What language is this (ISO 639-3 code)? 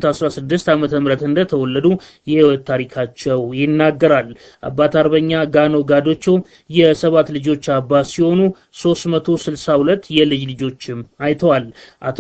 amh